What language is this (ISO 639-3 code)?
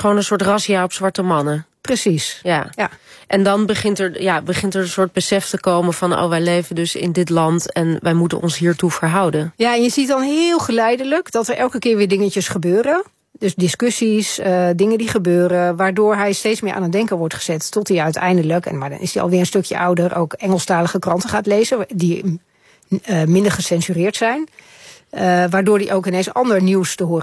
nld